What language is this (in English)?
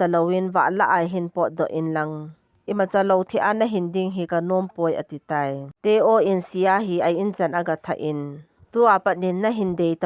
Thado Chin